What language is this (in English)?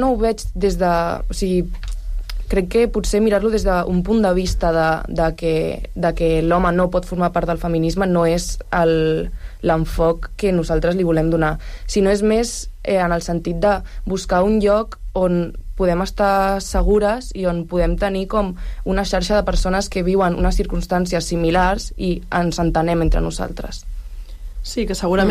Catalan